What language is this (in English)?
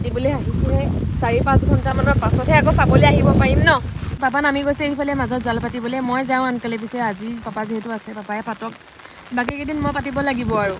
Assamese